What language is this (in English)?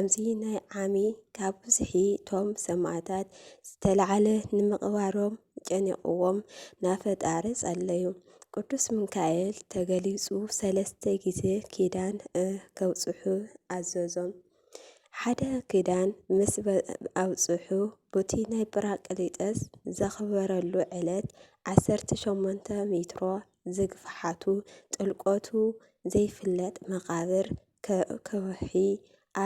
Tigrinya